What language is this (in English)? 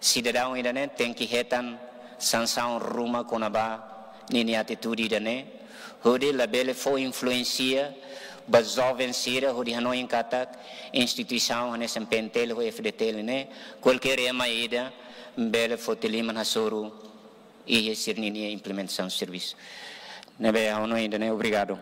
Tetum